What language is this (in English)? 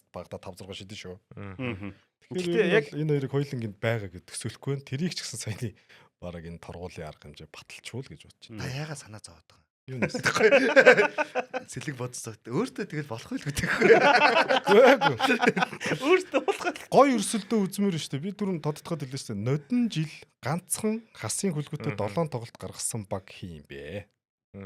Mongolian